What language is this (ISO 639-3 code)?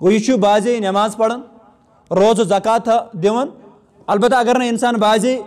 kas